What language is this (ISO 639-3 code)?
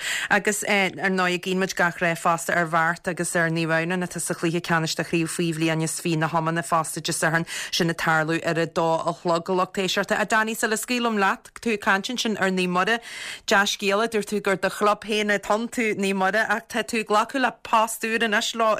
gle